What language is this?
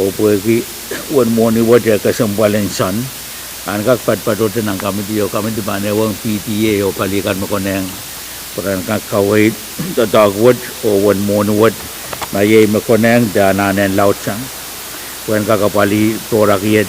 Pohnpeian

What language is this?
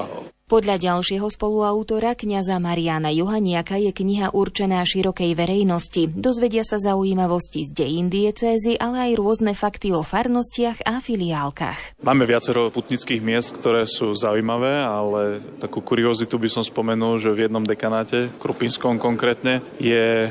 Slovak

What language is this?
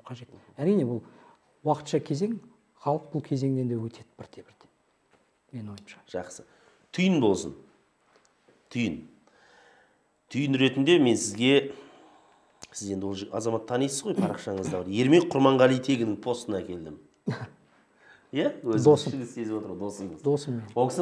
Kazakh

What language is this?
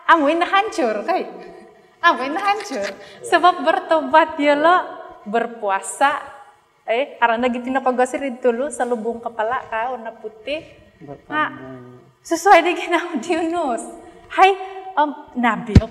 Central Dusun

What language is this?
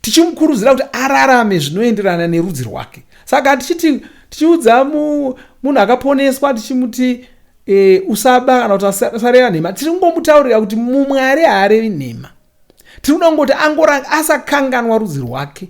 Shona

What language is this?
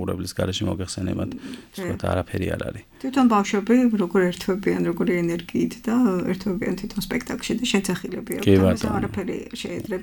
Georgian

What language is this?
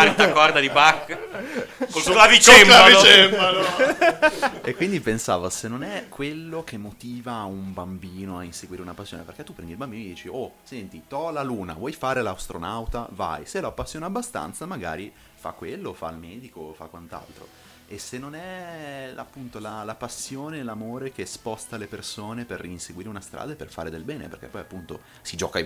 Italian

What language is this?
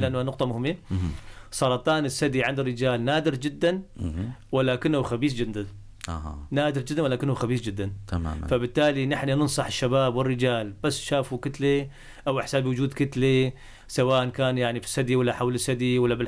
North Levantine Arabic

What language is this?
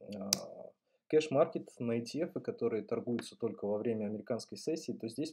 Russian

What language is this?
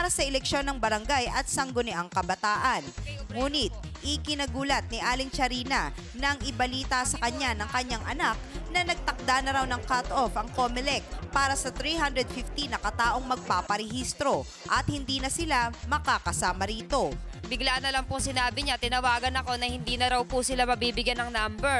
Filipino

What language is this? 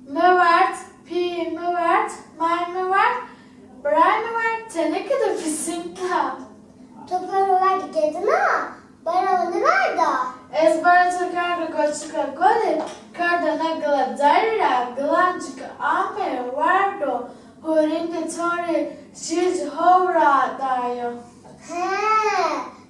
Zaza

